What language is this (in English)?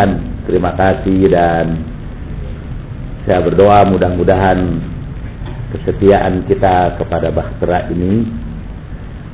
Indonesian